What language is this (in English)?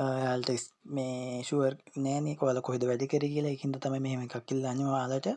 Sinhala